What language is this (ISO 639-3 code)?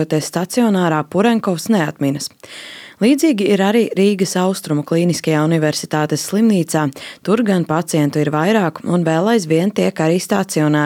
lav